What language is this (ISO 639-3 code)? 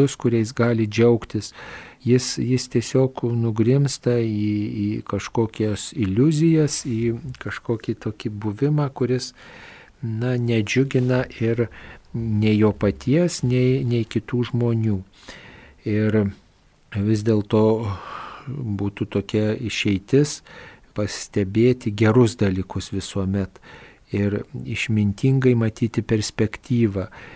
lit